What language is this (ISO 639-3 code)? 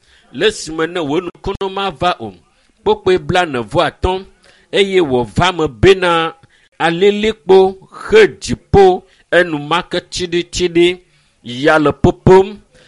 ewe